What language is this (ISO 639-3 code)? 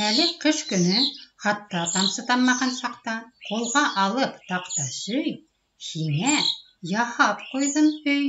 bak